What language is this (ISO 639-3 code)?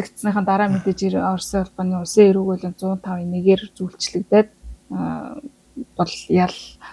mon